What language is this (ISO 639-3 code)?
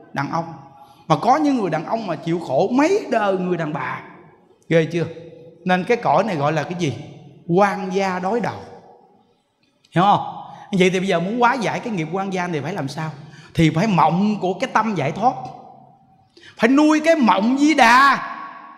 vie